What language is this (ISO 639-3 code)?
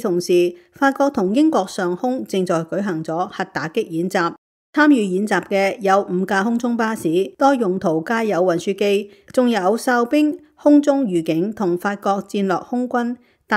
yue